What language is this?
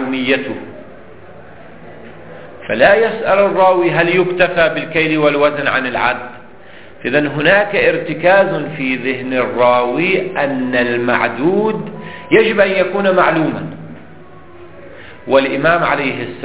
Arabic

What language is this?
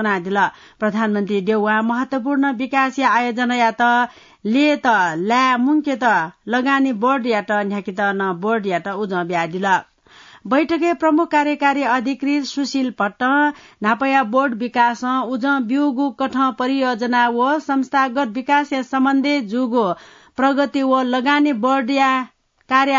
Newari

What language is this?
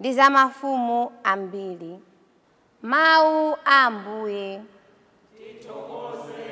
Nyanja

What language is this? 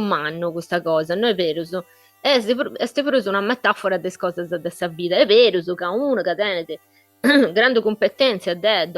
Sardinian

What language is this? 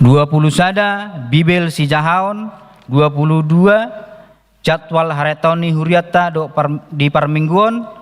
Batak Toba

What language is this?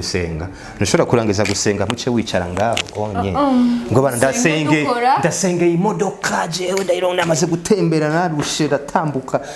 Rundi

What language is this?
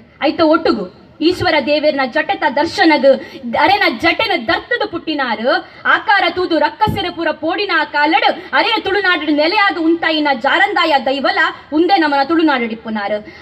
Tulu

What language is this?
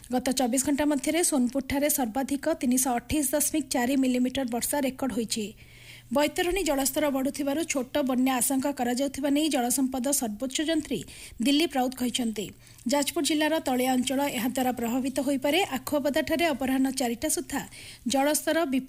Odia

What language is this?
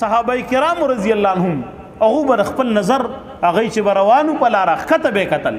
Pashto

